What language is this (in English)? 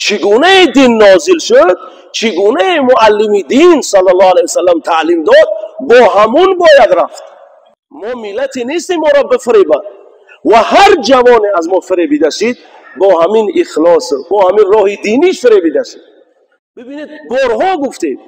Tajik